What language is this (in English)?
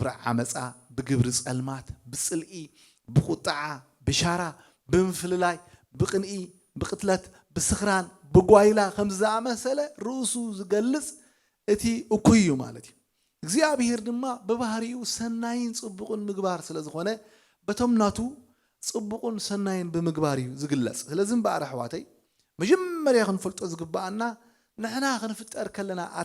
Tigrinya